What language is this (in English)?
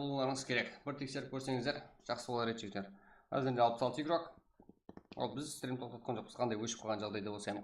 Kara-Kalpak